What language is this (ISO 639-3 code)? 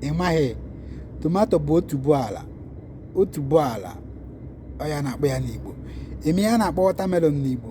ibo